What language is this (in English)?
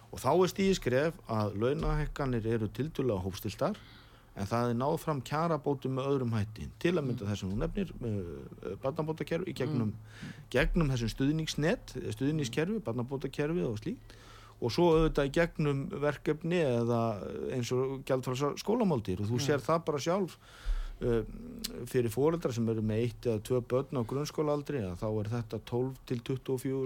Icelandic